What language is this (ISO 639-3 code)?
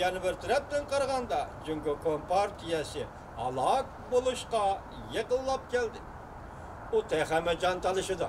uig